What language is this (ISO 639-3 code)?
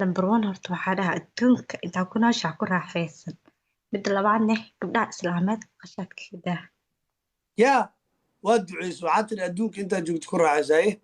som